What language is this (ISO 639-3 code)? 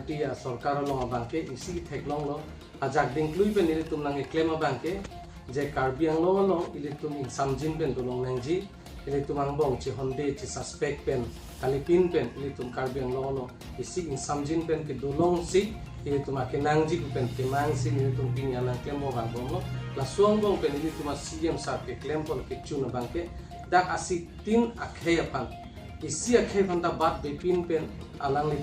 mjw